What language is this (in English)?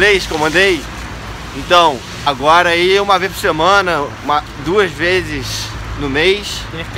Portuguese